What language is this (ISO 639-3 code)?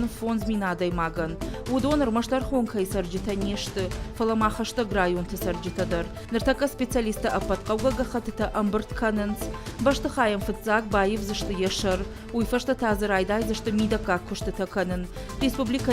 oss